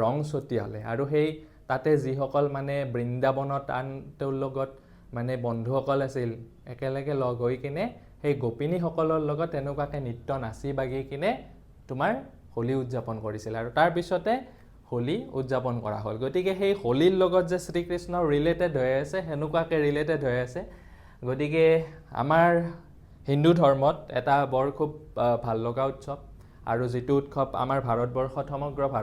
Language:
Assamese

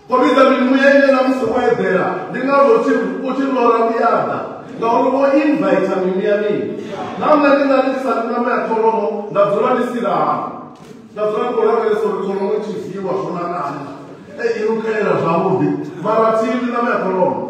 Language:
Venda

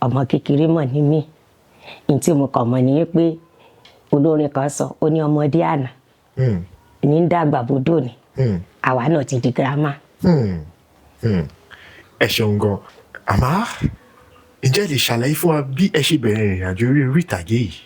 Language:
Yoruba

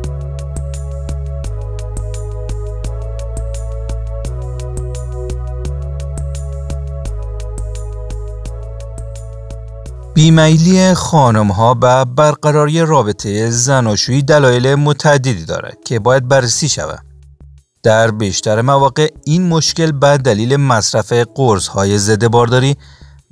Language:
Persian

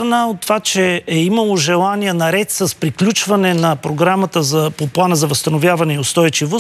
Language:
Bulgarian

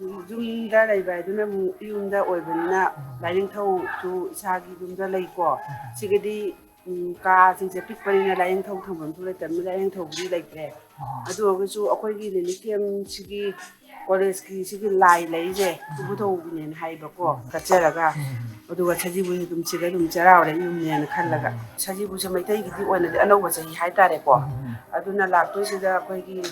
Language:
Manipuri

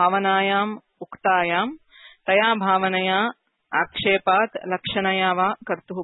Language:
Sanskrit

